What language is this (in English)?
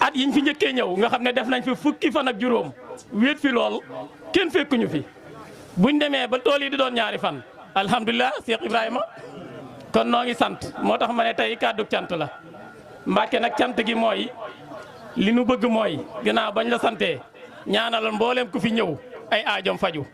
Wolof